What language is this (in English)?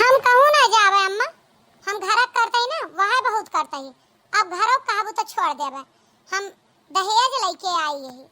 Awadhi